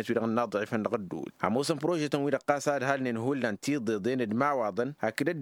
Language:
Tamasheq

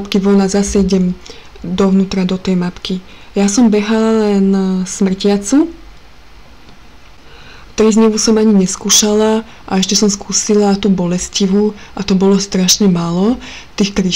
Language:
Slovak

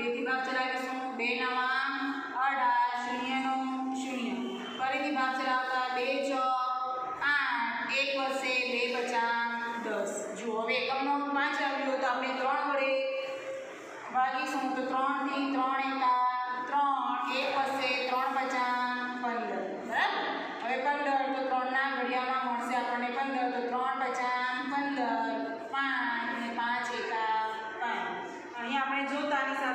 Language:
Gujarati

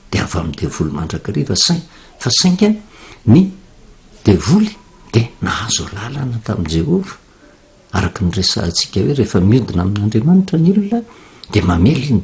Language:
Malagasy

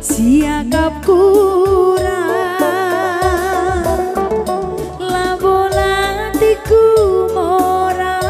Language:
Batak Karo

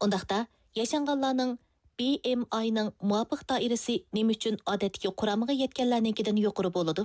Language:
Uyghur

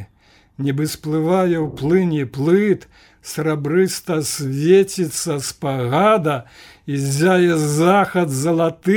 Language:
Belarusian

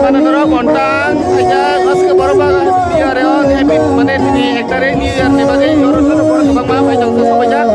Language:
Kok Borok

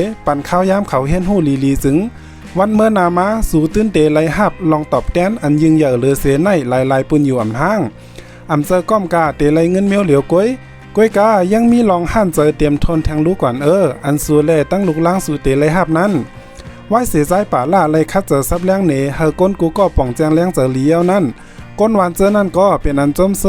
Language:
Shan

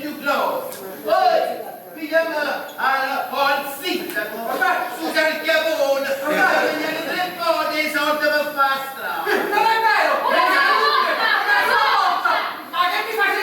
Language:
Neapolitan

